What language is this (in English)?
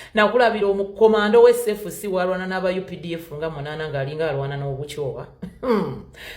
Ganda